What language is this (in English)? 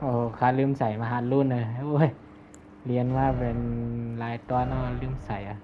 Shan